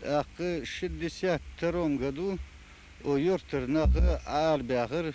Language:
Ingush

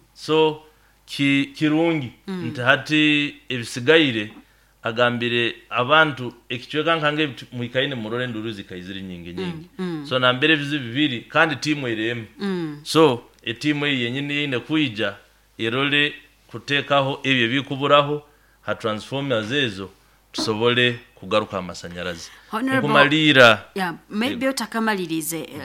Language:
Nyoro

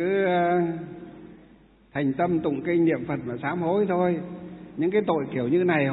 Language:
Vietnamese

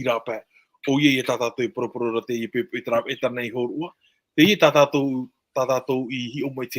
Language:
Tahitian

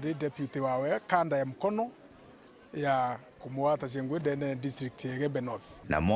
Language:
Meru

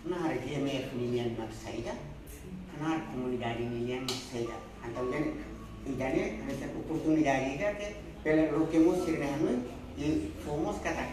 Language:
Tetum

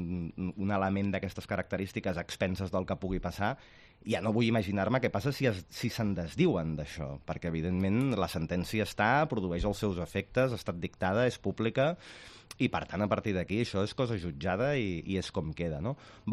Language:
Catalan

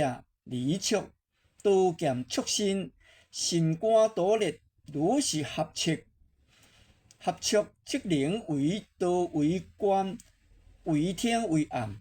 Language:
Min Nan Chinese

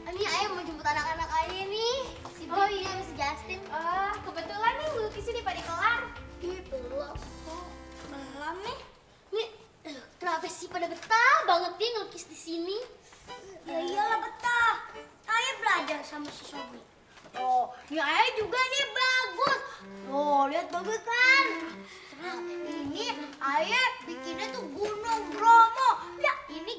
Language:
Betawi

